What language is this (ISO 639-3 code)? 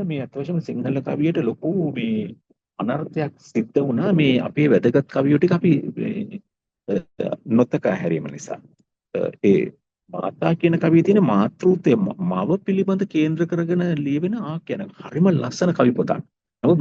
sin